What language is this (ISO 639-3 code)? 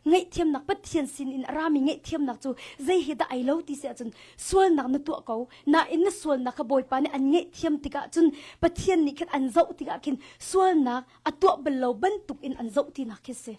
cnh